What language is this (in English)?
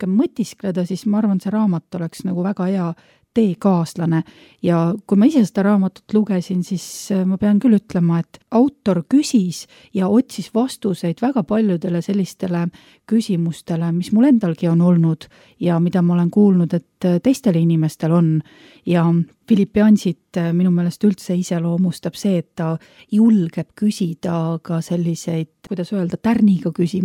Estonian